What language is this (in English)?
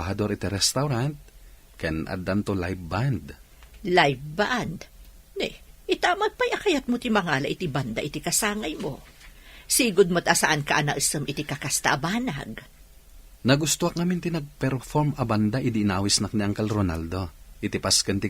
Iloko